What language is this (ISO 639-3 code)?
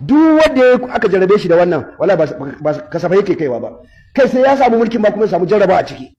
hau